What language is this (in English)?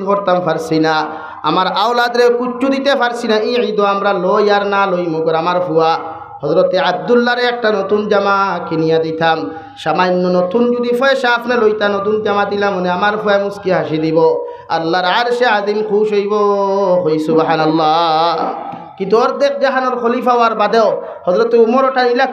Sylheti